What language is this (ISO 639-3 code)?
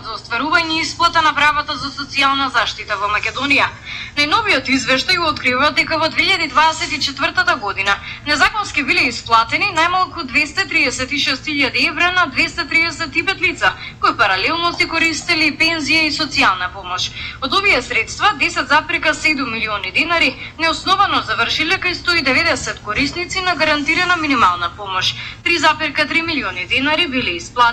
mkd